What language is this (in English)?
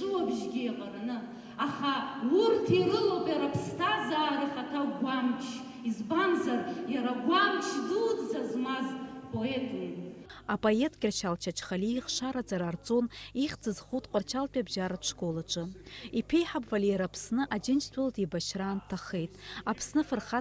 Abkhazian